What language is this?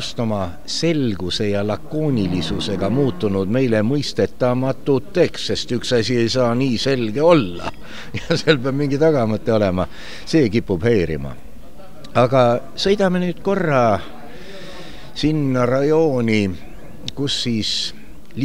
Estonian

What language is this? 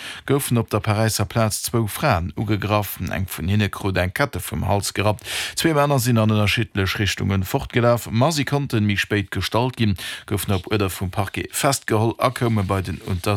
Luxembourgish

